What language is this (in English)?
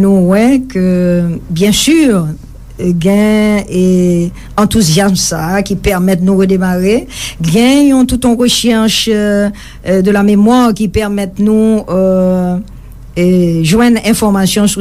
Haitian Creole